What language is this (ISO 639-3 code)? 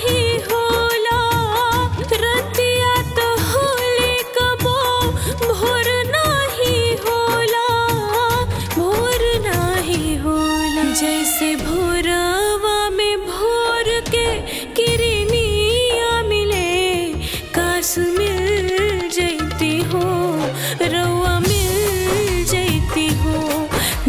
bho